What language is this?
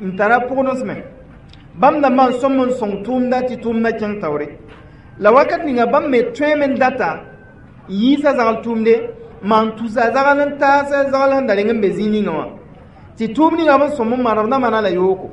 Mossi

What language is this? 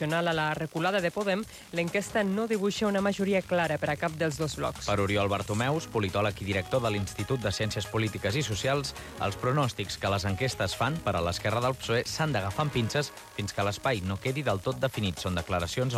Catalan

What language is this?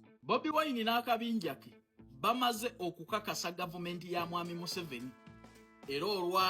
Ganda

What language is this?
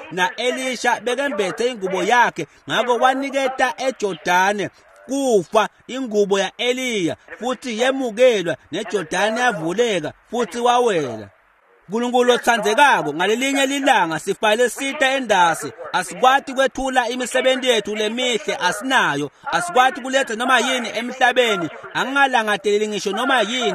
Swati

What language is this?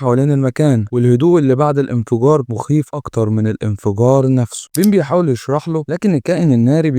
Egyptian Arabic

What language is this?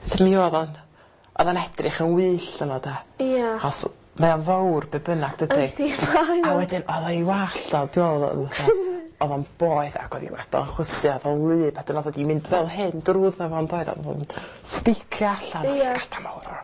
Welsh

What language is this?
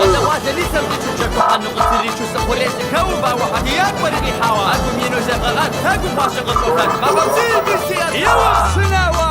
Kabardian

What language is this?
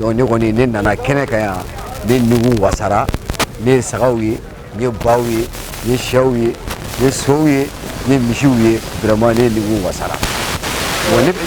Bambara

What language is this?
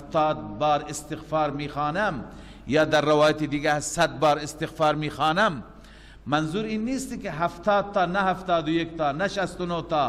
Persian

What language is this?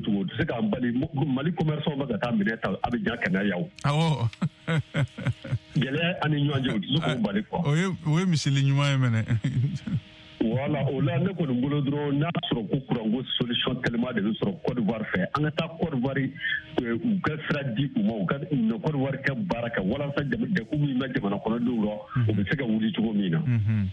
Bambara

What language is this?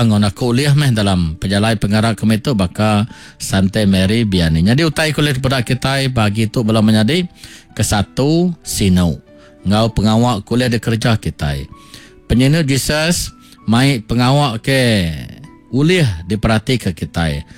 Iban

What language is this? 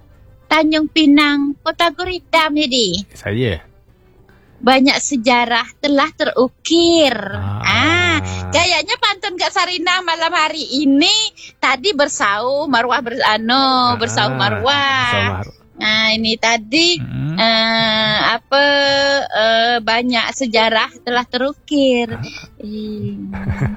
Malay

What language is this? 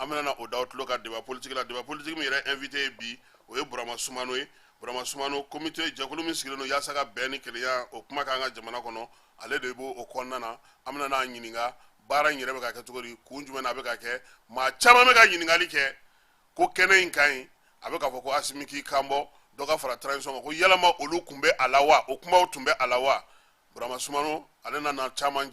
Bambara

